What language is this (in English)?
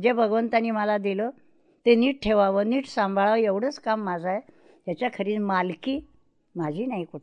Marathi